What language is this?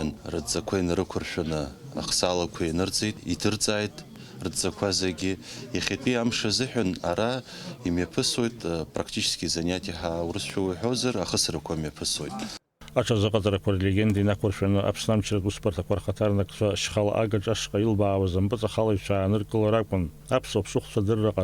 Abkhazian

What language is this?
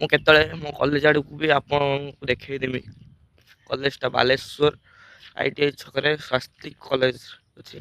Odia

